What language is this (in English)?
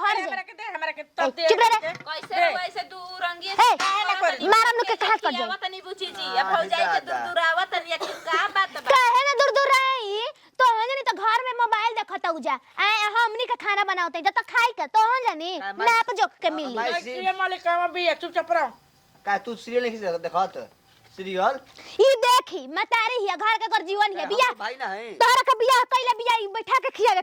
Bhojpuri